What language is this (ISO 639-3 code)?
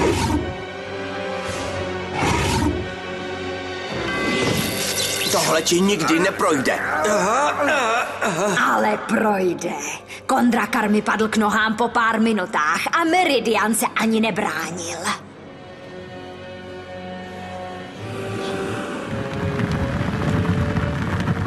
ces